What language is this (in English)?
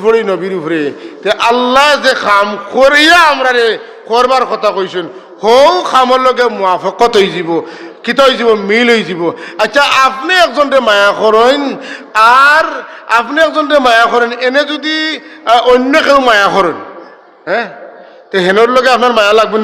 Sylheti